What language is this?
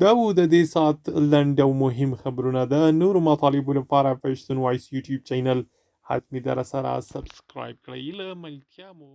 Pashto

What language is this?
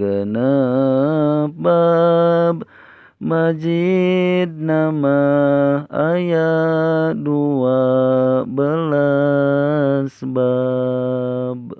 Sundanese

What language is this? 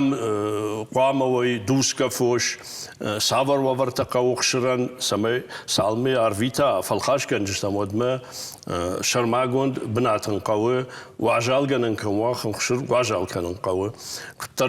Ossetic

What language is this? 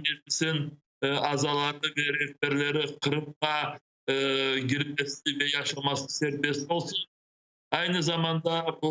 Crimean Tatar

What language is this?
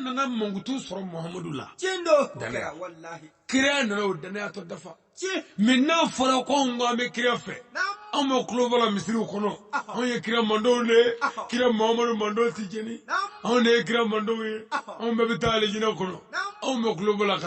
Bambara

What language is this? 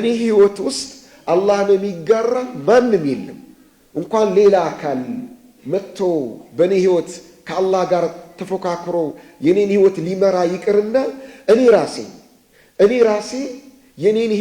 Amharic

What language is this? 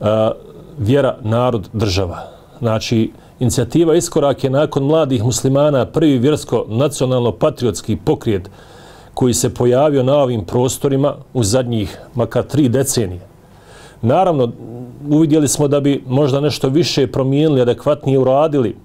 Bosnian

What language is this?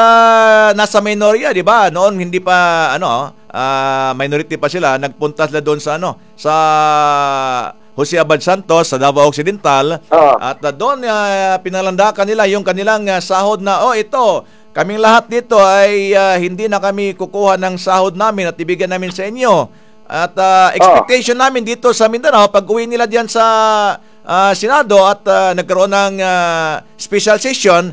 Filipino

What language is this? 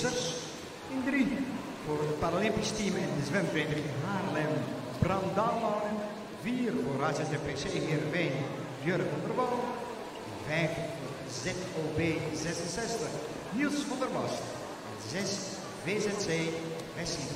Dutch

